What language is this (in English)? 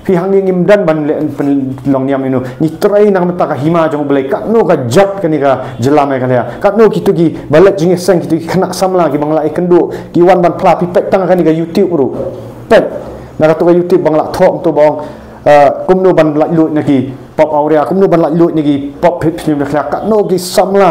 Khasi